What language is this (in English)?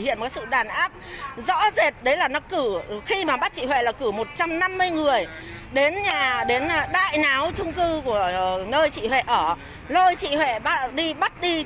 Vietnamese